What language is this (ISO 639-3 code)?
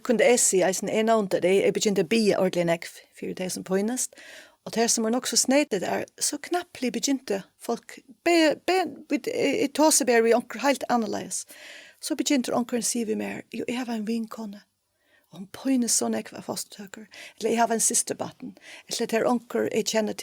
fao